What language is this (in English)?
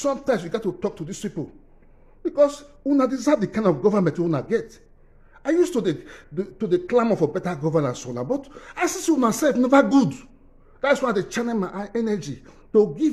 Nigerian Pidgin